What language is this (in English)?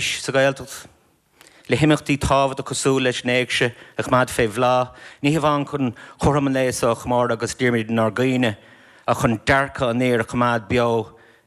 Irish